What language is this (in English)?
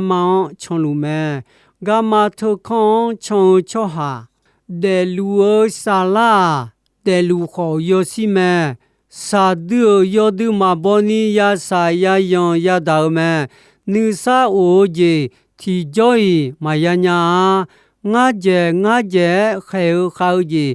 Akha